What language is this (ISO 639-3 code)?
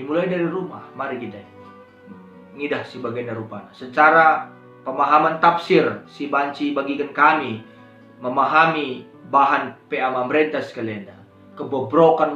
btx